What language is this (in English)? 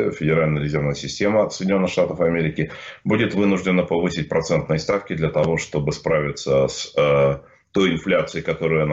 Russian